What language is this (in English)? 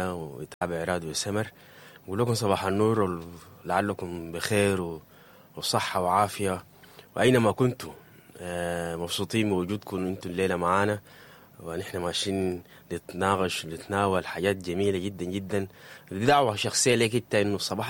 Sudanese Arabic